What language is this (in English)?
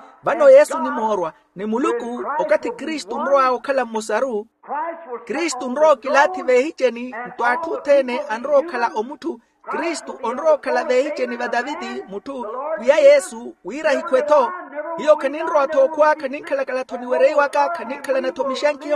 Makhuwa